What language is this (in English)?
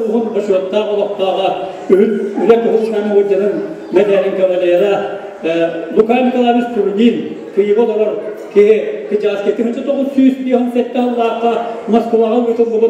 Yakut